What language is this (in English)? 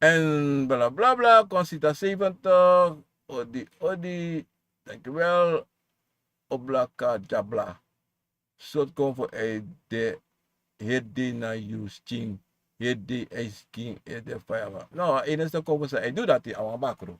Sranan Tongo